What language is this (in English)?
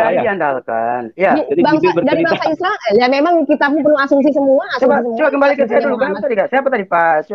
Indonesian